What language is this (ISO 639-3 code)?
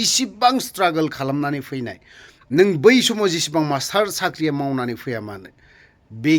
brx